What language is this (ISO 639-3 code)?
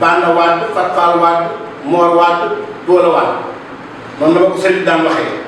wol